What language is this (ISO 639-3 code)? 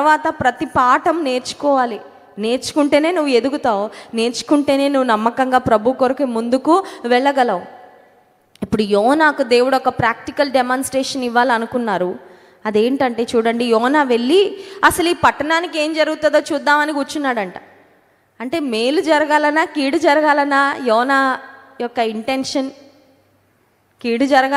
tel